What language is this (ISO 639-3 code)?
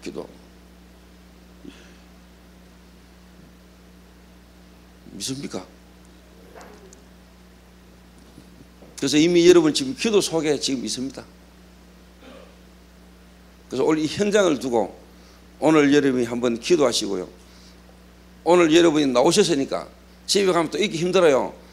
kor